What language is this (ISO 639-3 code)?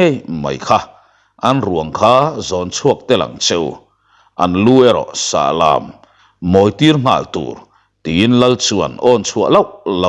lus